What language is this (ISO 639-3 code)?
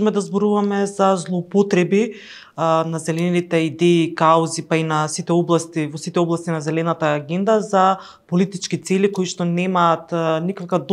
mkd